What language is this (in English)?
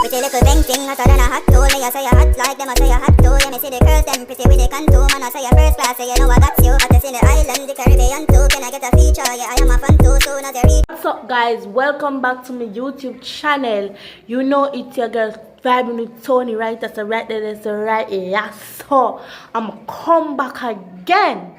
Jamaican Creole English